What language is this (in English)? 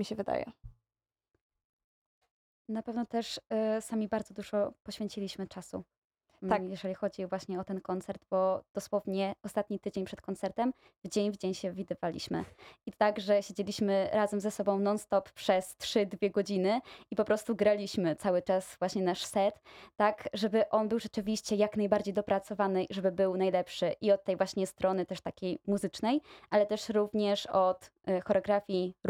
Polish